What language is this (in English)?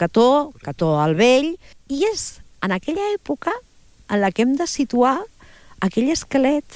Catalan